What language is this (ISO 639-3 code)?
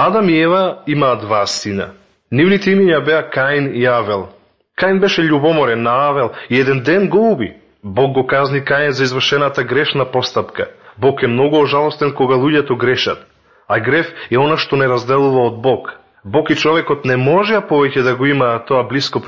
mkd